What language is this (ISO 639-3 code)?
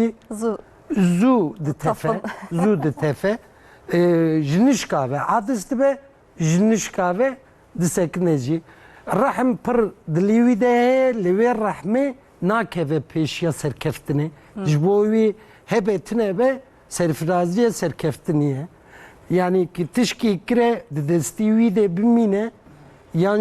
kur